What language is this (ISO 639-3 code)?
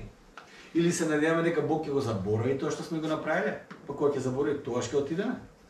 mkd